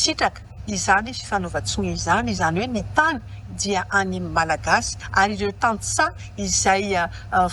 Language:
Malagasy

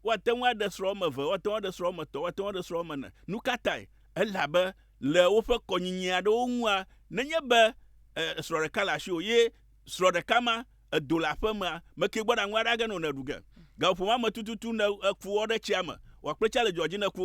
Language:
Ewe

